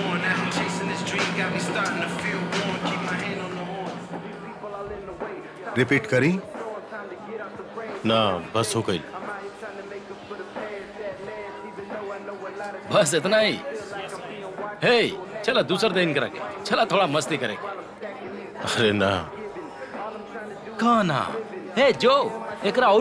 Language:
Bhojpuri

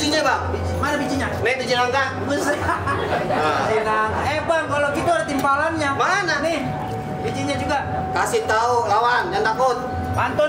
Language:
Betawi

